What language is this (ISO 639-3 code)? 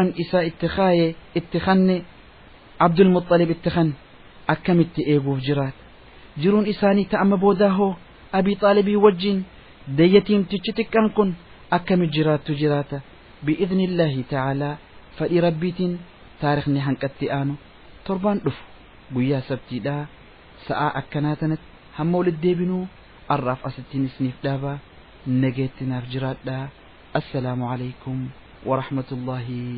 orm